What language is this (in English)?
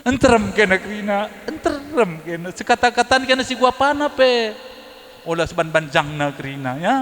Batak Karo